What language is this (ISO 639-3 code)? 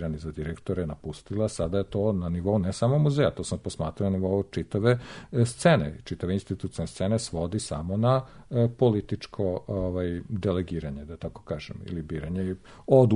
srp